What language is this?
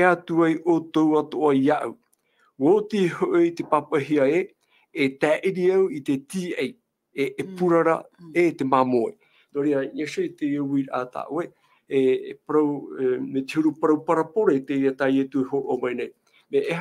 Tahitian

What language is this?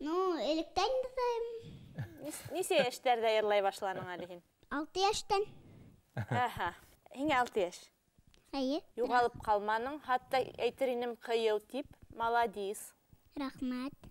Bashkir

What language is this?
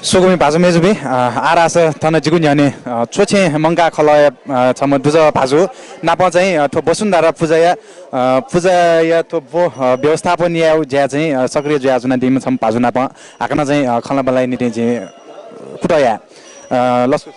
Newari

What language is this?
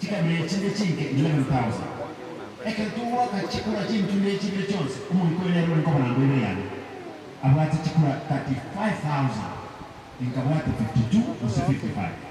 Gusii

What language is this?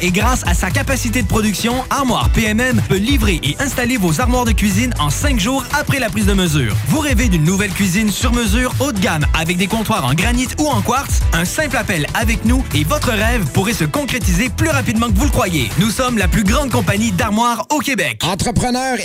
French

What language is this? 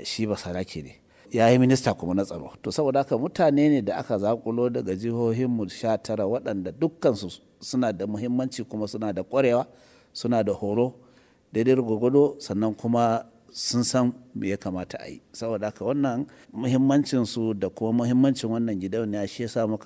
Hausa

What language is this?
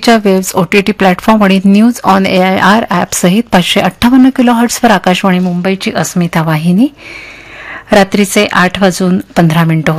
Marathi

